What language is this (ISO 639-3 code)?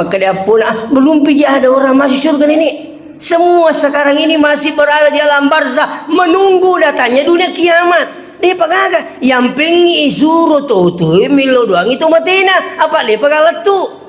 bug